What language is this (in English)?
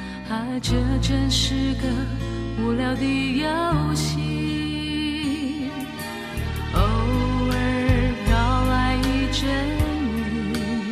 Chinese